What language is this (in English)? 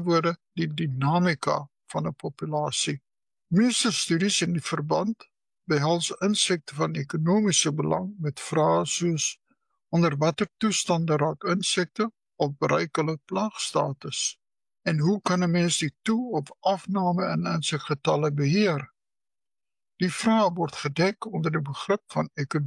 Afrikaans